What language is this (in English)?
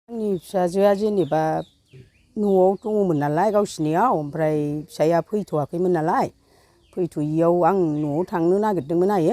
Bodo